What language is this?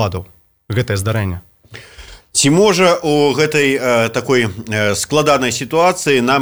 Belarusian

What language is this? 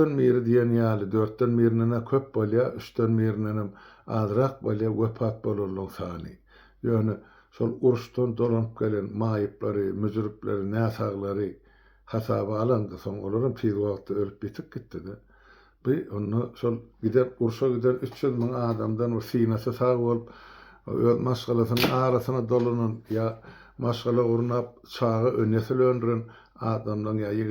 Turkmen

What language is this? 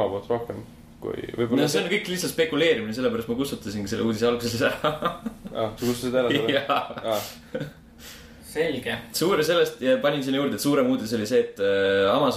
Estonian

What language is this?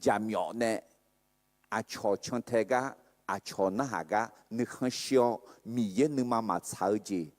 Akha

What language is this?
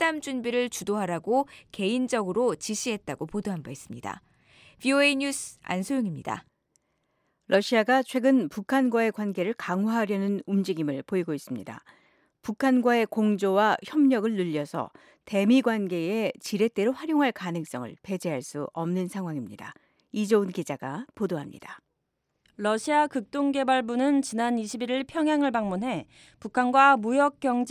Korean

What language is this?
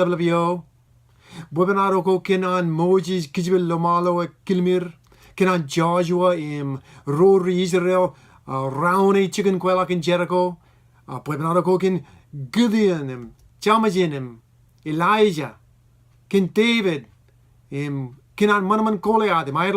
Marshallese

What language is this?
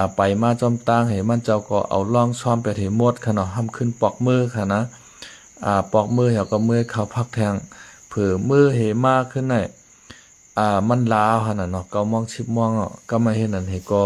Shan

